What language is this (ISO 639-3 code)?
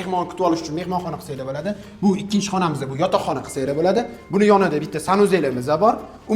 uzb